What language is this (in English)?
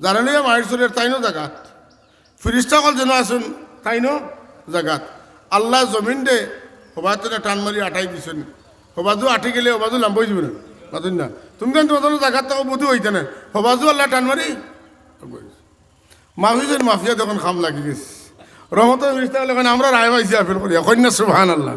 Sylheti